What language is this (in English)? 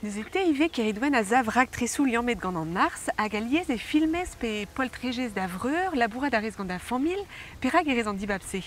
Breton